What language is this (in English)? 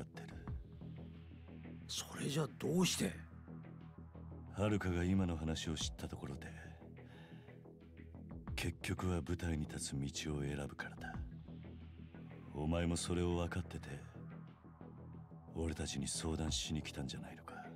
Japanese